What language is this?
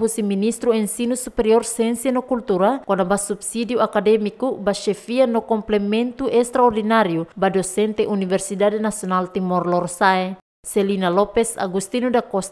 Tetum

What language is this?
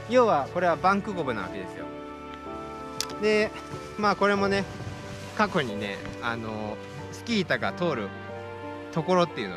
Japanese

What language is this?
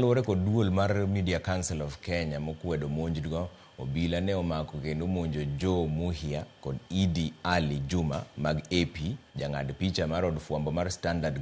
Luo (Kenya and Tanzania)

